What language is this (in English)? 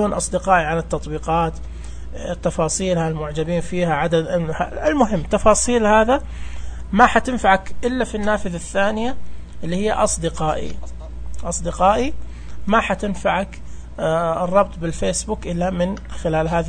Najdi Arabic